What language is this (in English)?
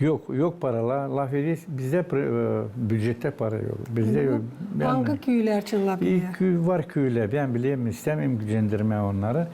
Gagauz